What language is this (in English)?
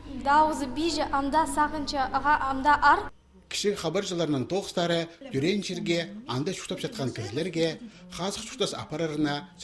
Khakas